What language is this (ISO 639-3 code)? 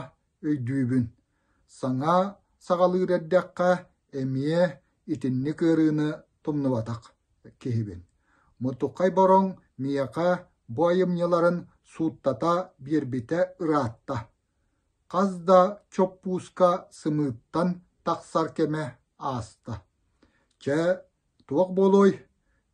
sah